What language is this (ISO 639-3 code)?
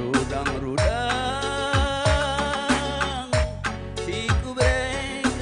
btx